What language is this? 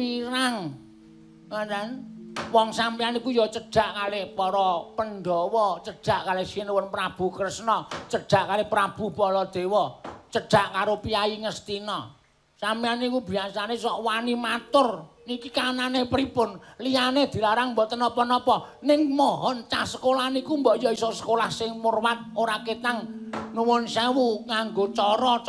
Javanese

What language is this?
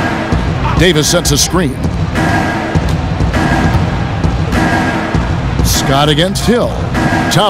English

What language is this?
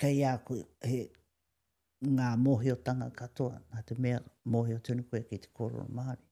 Māori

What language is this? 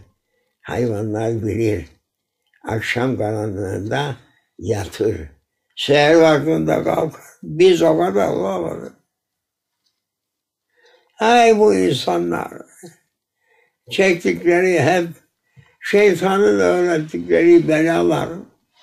Turkish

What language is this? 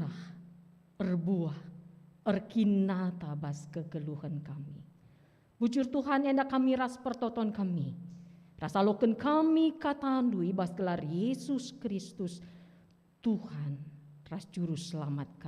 Batak Karo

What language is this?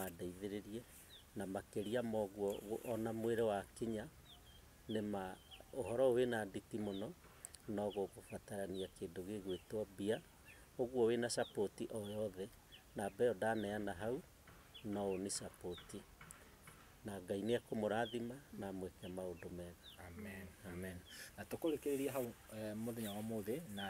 Kikuyu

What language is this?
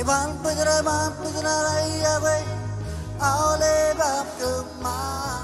Marshallese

